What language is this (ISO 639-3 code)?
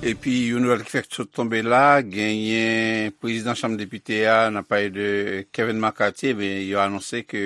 hat